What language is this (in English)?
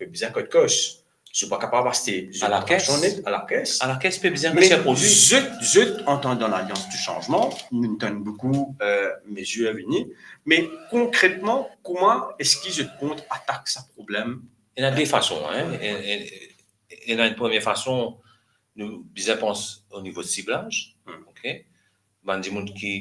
Morisyen